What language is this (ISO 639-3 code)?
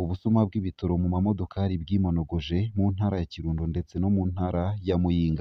run